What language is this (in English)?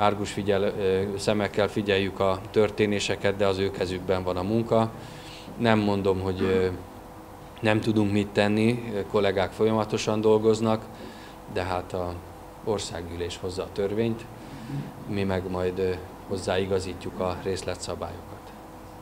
Hungarian